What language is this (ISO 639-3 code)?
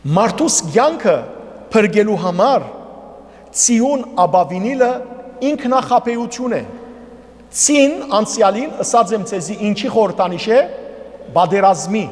hyw